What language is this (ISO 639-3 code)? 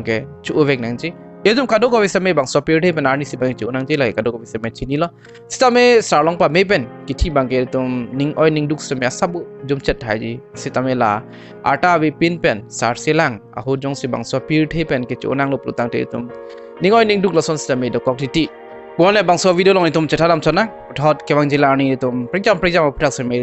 mjw